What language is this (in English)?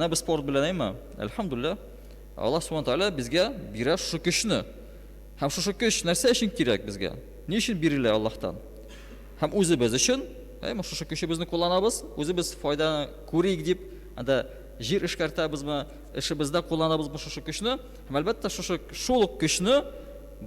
Tatar